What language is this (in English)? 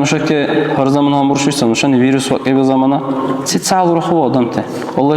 Dargwa